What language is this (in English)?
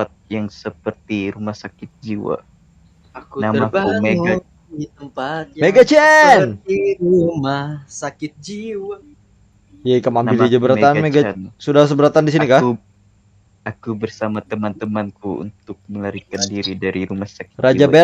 Banjar